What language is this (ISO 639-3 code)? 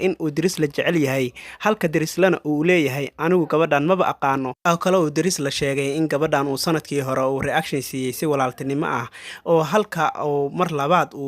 som